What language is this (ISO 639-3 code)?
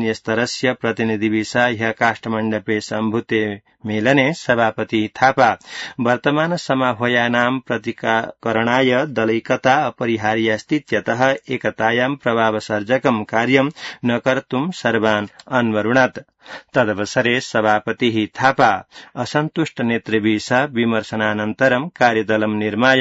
san